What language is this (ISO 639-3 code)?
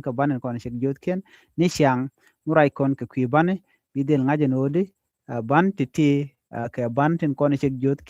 nus